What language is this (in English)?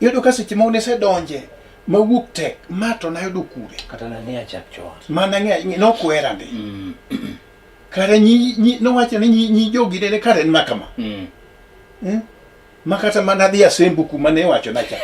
Luo (Kenya and Tanzania)